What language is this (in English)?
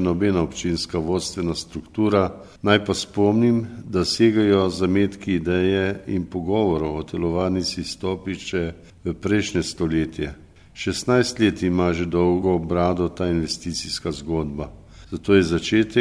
Slovenian